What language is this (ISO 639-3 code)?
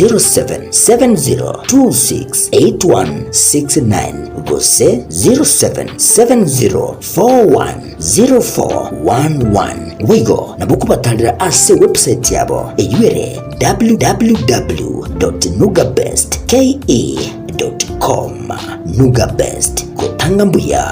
guz